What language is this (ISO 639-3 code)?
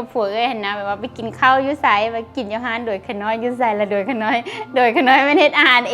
lao